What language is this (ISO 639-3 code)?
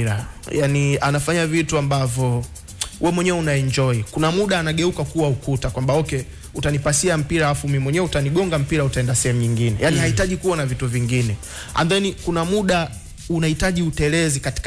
swa